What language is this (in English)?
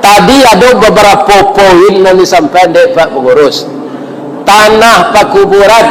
Minangkabau